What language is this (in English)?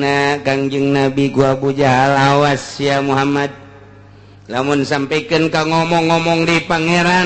Sundanese